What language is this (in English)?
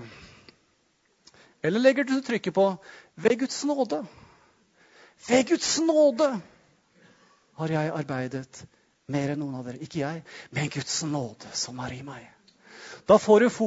Norwegian